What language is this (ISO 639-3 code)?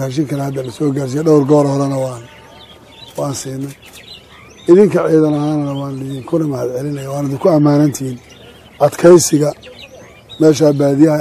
som